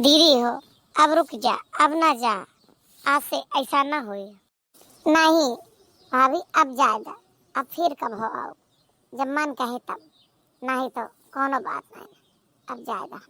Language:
Awadhi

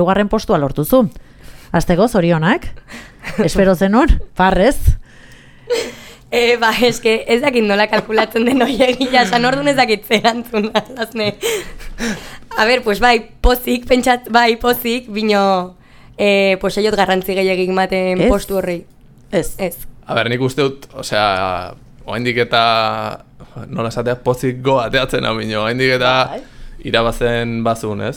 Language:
Basque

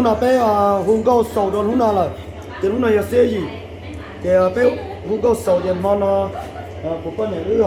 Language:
Hmong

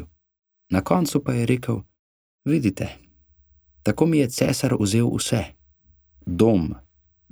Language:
Slovenian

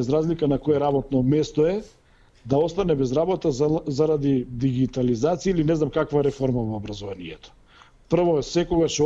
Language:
Macedonian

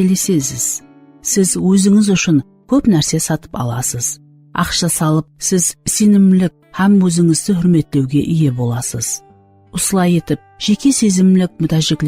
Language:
Kara-Kalpak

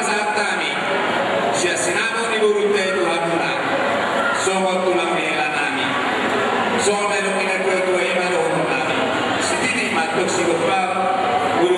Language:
Batak Toba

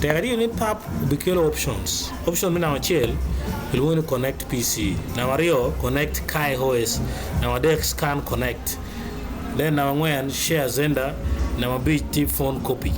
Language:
Acoli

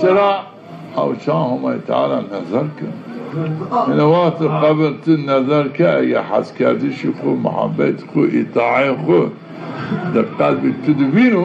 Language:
Zaza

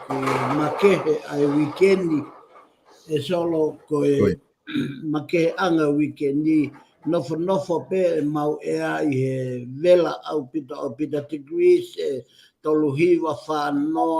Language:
Tongan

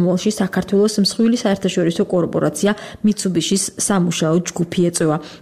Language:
Georgian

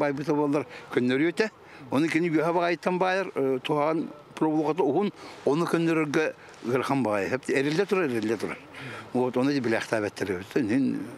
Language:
Yakut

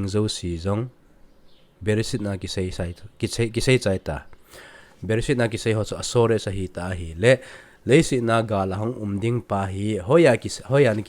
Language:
Thado Chin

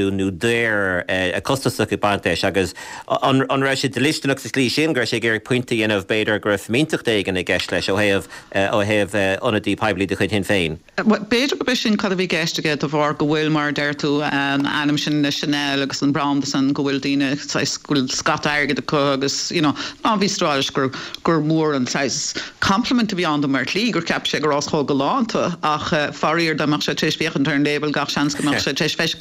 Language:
Irish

